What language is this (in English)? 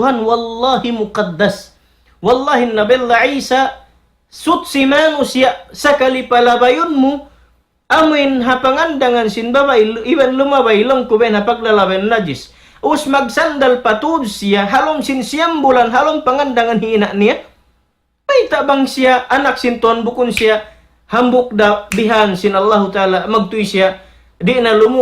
Tausug